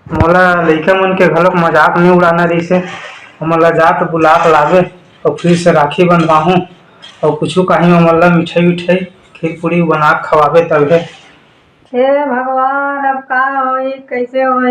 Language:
Chhattisgarhi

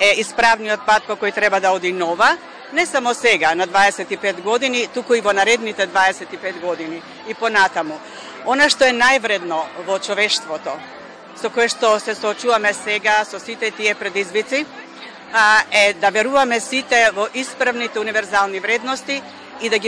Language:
Macedonian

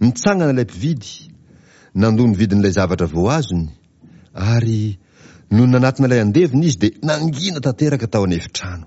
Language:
Malagasy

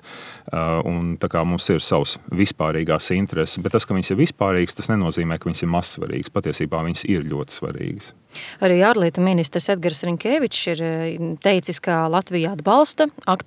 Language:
Latvian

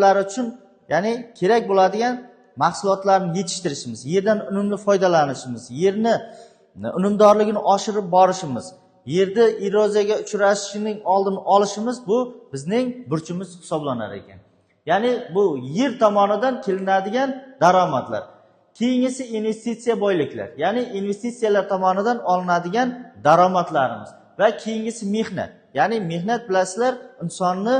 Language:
Uzbek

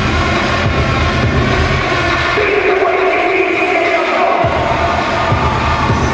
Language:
Kazakh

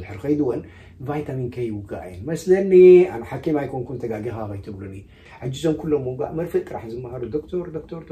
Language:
Tigrinya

